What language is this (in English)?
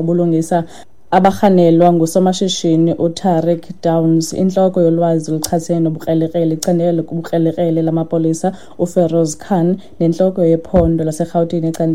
Xhosa